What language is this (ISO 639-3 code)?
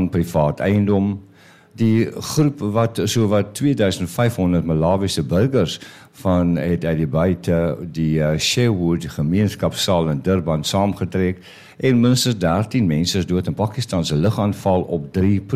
afr